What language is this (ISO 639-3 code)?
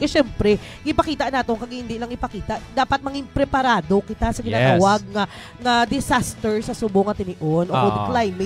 hil